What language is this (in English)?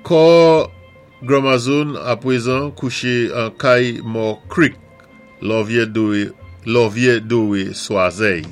Saint Lucian Creole French